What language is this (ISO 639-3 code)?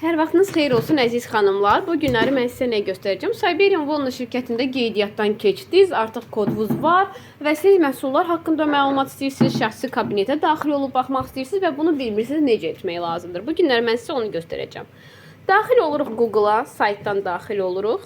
aze